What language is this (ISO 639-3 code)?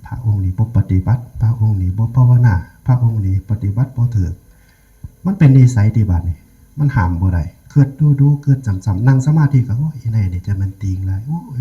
tts